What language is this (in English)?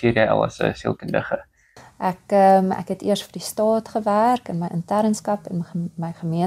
Afrikaans